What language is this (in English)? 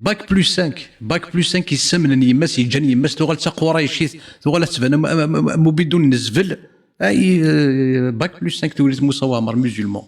Kabyle